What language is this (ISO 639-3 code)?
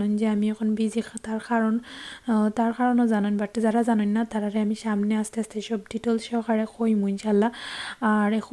syl